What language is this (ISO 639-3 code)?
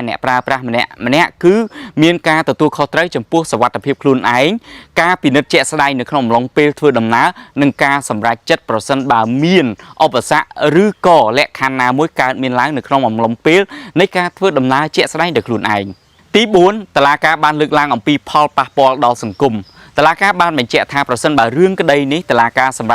khm